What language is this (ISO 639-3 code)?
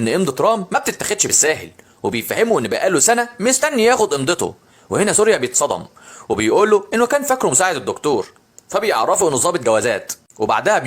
arz